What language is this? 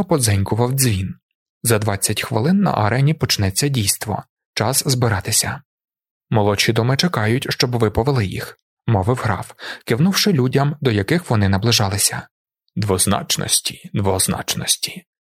Ukrainian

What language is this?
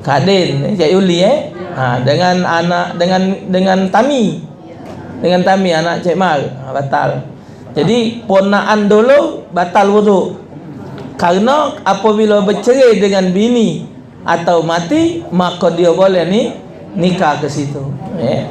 Musi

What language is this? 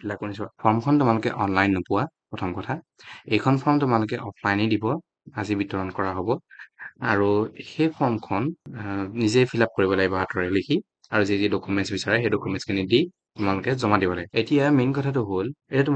Assamese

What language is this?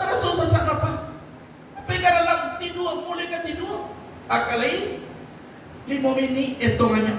Minangkabau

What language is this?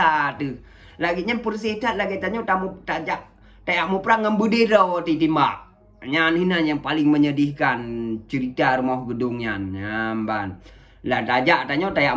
Achinese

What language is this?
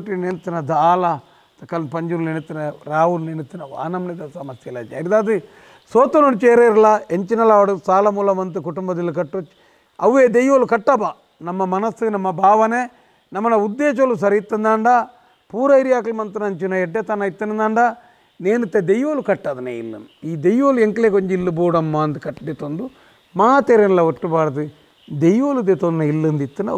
Tulu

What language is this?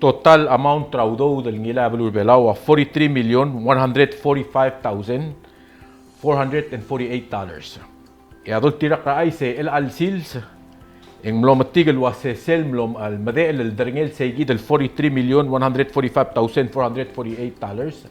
Palauan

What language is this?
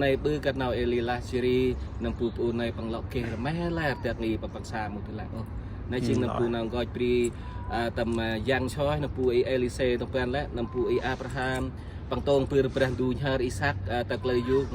Central Mnong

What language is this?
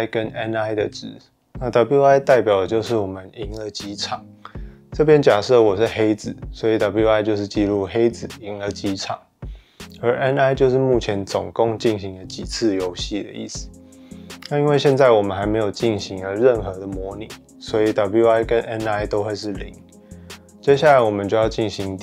Chinese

